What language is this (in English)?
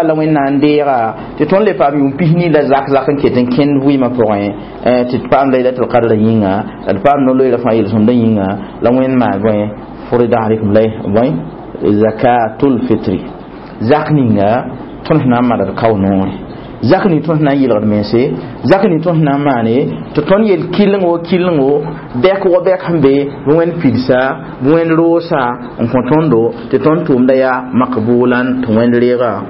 Mossi